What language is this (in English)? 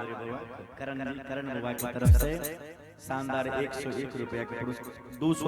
Maithili